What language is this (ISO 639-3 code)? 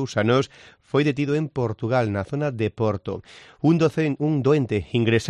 glg